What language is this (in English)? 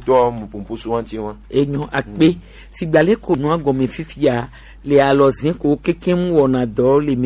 Gen